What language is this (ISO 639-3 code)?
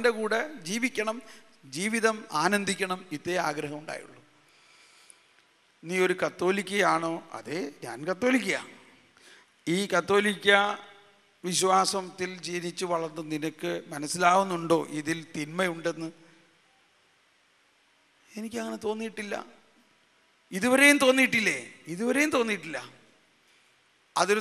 mal